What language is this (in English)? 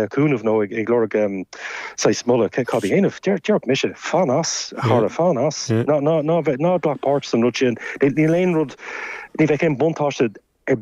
Irish